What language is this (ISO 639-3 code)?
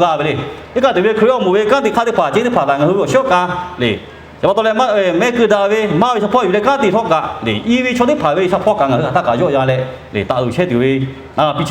lhu